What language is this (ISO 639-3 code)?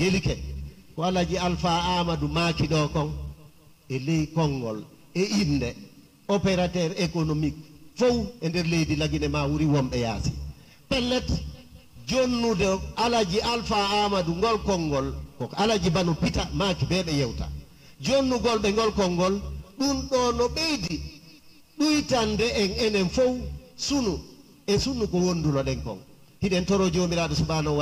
ful